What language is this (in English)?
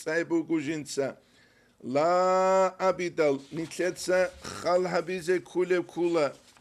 Avaric